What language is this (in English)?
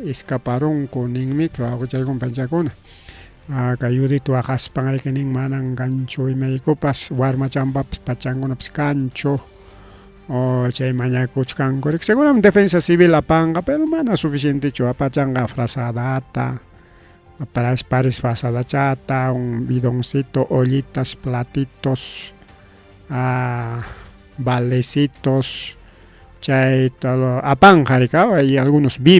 Ayacucho Quechua